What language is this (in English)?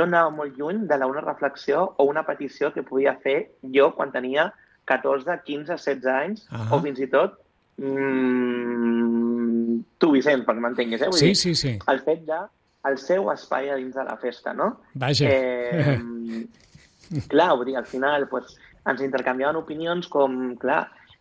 Catalan